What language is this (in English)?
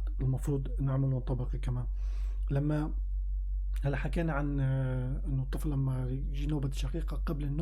North Levantine Arabic